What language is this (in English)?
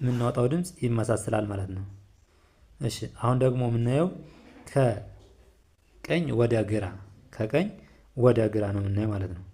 Amharic